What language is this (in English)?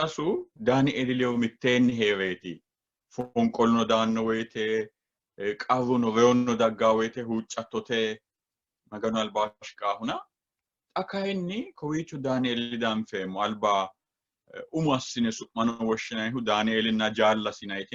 Sidamo